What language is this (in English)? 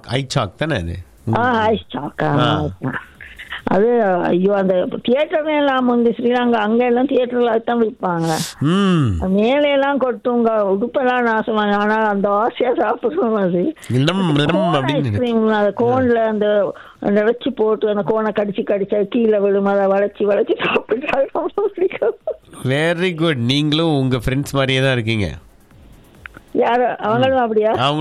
Tamil